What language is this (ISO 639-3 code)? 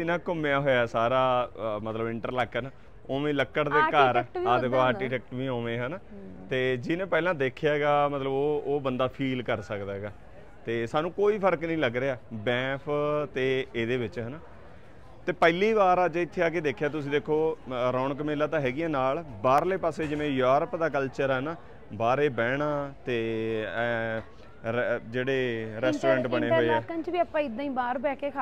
pan